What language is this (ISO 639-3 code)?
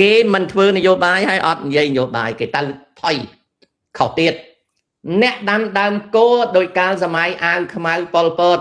khm